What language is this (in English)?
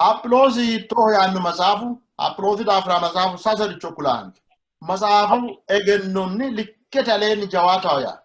Sidamo